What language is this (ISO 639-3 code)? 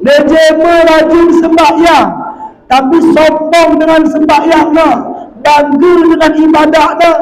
btz